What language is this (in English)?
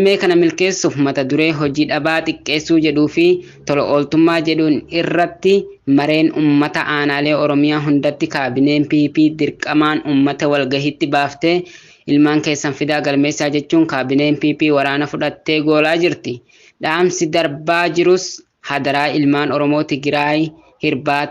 Oromo